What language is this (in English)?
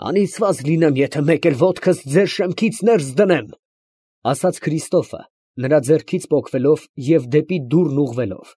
Armenian